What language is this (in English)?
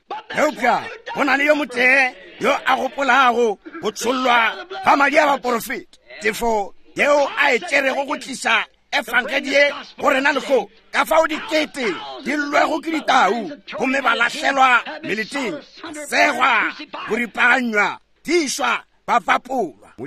Northern Sotho